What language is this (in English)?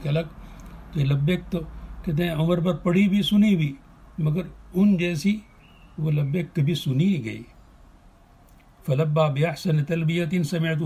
Urdu